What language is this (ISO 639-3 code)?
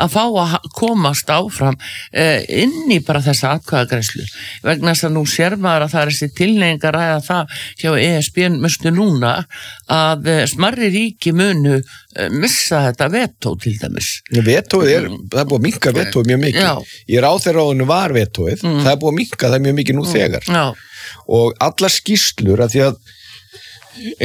isl